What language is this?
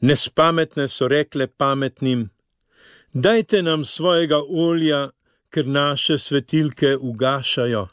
Slovenian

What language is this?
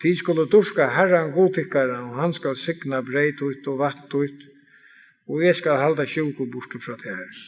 Faroese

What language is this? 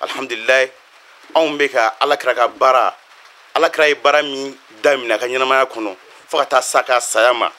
Bambara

